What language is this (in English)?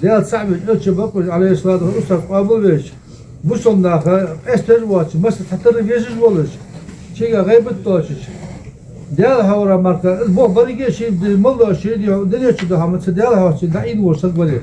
Ingush